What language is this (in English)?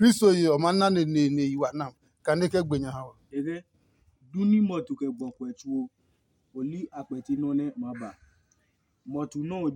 Adangme